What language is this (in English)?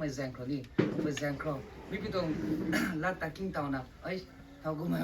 Rongmei Naga